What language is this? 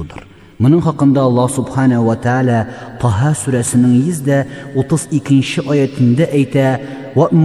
Tatar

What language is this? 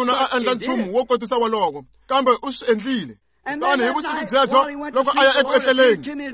Tsonga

